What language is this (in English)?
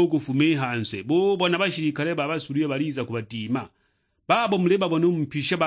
Sukuma